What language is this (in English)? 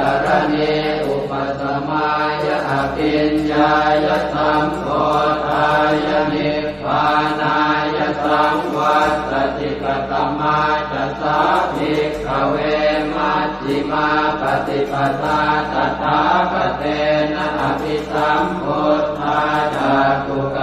Pali